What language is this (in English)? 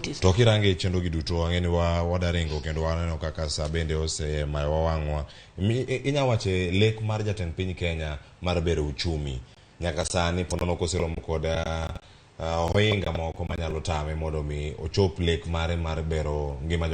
Luo (Kenya and Tanzania)